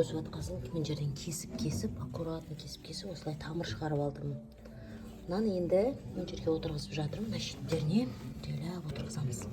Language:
Kazakh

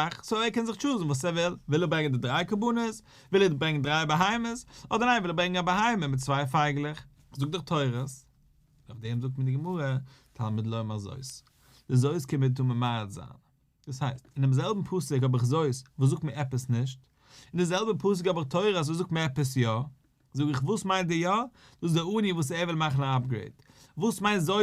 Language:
Yiddish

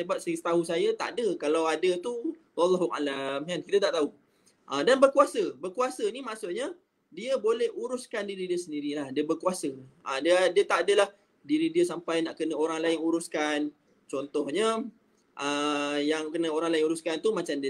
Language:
Malay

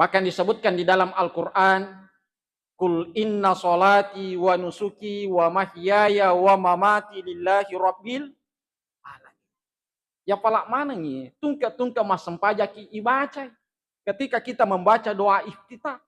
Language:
Buginese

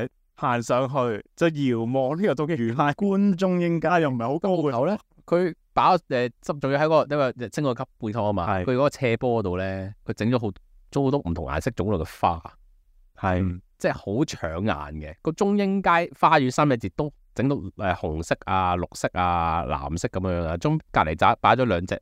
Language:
Cantonese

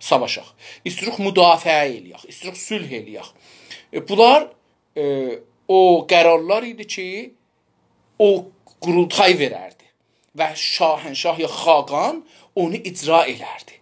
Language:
South Azerbaijani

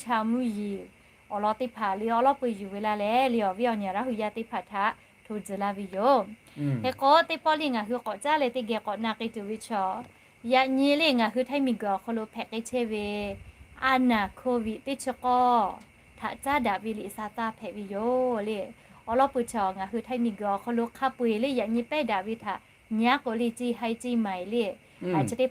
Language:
Lahu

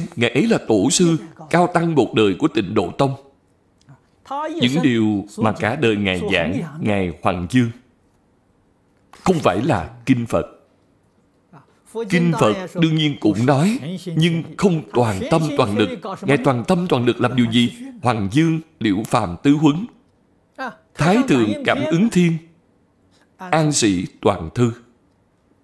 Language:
Vietnamese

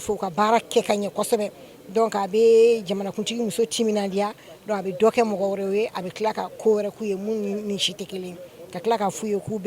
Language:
Bambara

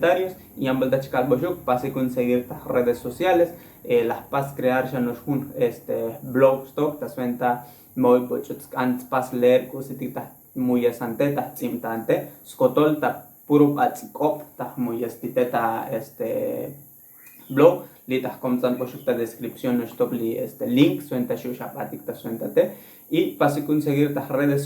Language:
Tzotzil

